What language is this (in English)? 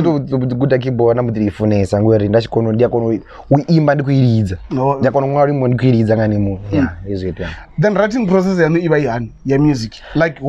Venda